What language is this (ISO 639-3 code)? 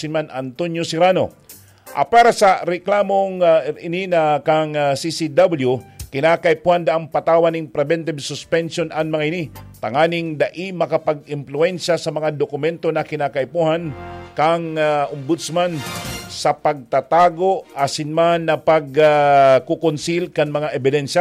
bik